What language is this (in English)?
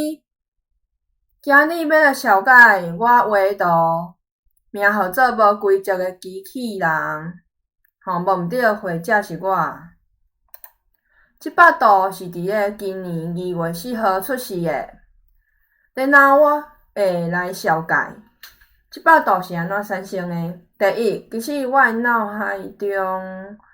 Min Nan Chinese